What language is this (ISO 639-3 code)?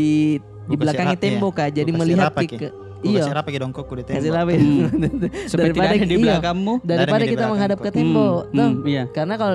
mfp